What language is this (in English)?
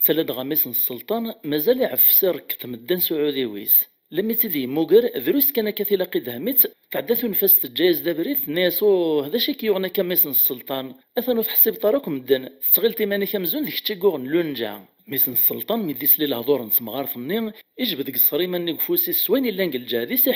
Kabyle